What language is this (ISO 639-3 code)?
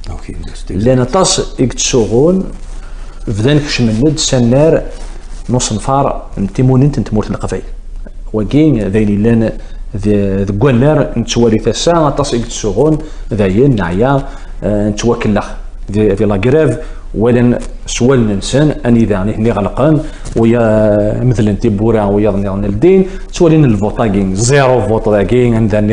kab